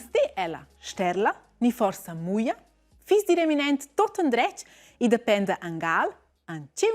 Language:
Romansh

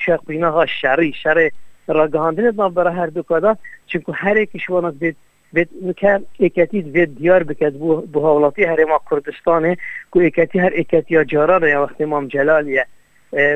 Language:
Kurdish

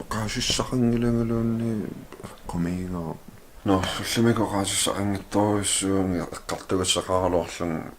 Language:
Kalaallisut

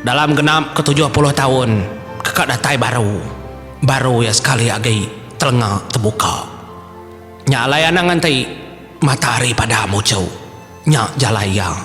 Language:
Iban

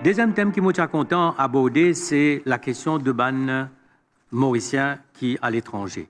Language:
Morisyen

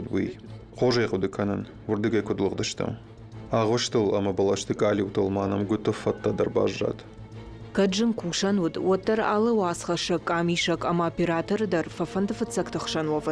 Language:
Ossetic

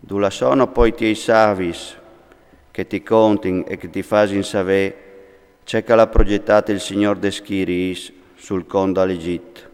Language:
Friulian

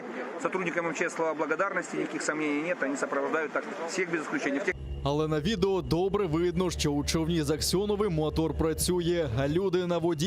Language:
Crimean Tatar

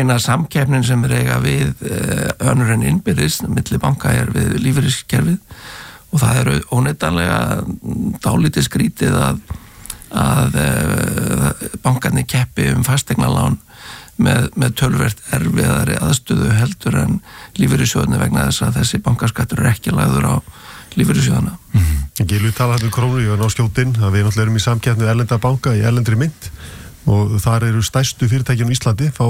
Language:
Icelandic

